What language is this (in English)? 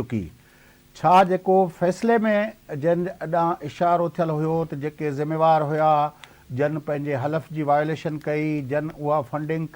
Sindhi